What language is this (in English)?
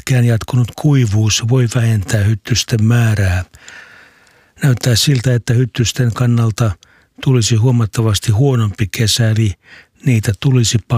Finnish